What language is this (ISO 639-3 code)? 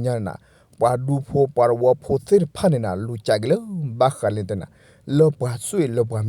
ksw